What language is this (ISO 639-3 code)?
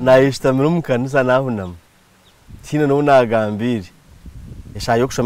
nyn